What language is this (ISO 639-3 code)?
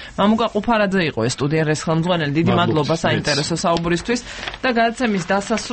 kat